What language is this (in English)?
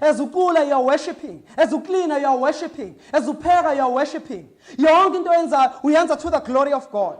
Zulu